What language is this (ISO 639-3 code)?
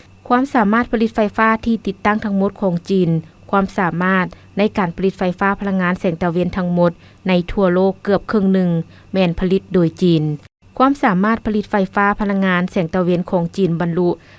lao